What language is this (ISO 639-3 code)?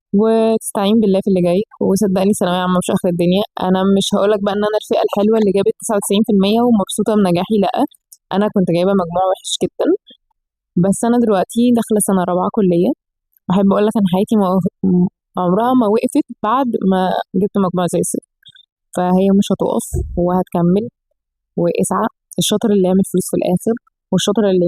arz